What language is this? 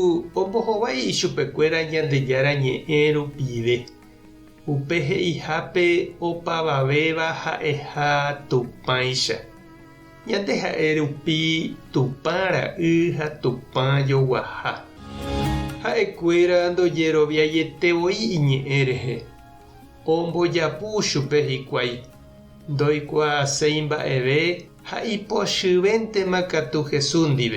Guarani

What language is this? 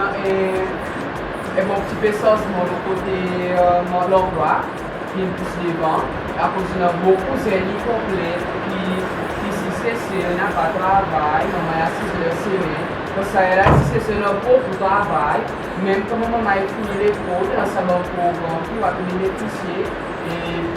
Seselwa Creole French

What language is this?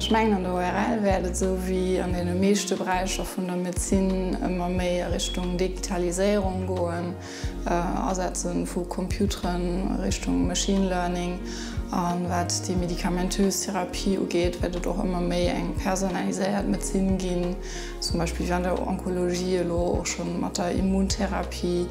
Luxembourgish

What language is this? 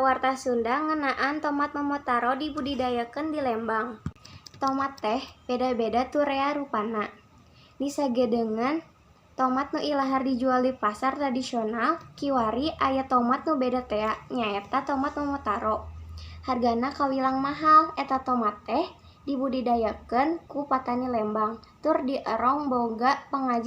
Sundanese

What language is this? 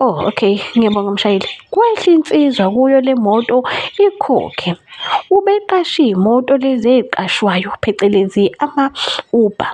Zulu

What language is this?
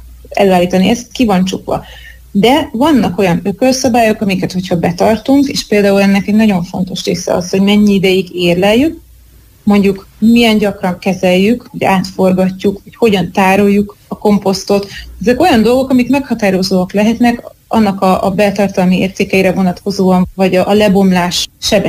Hungarian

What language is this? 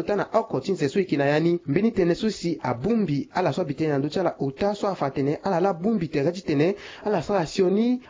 Sango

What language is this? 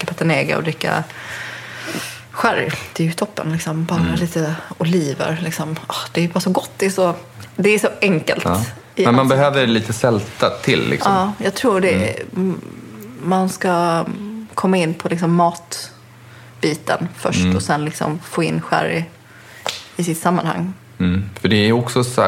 Swedish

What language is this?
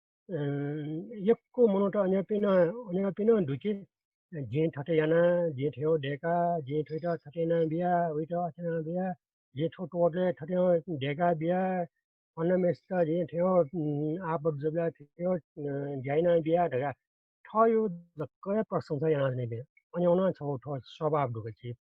Newari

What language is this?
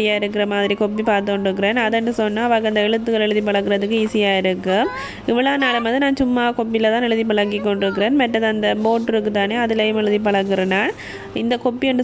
Tamil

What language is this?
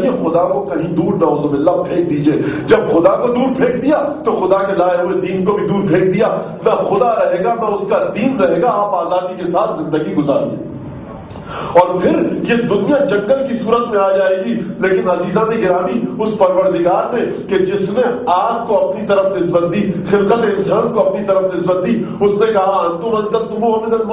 Urdu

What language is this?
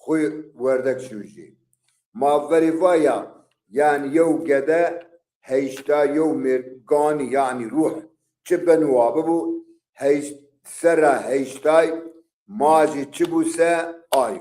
Zaza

